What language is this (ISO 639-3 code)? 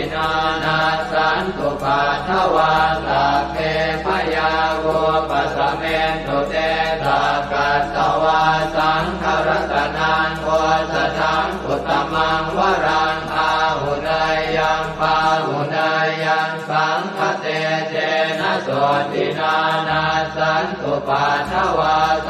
pli